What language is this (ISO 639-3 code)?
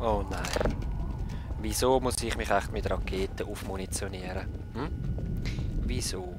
gsw